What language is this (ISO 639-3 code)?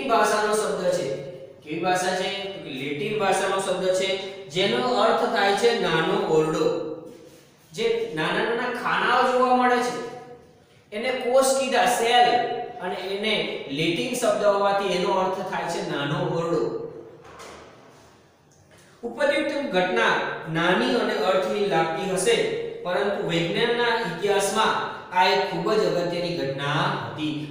guj